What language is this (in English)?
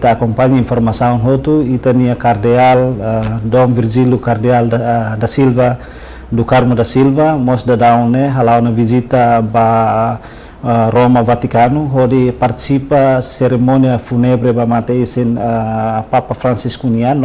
Tetum